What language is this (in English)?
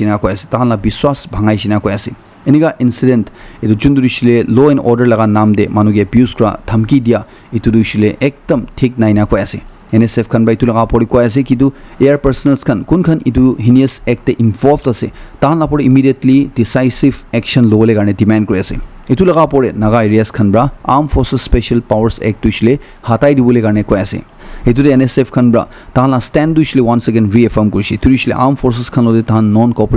Naga Pidgin